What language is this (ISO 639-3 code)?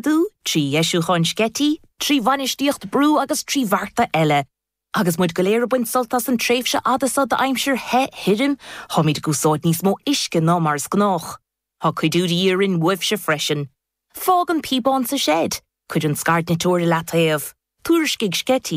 gle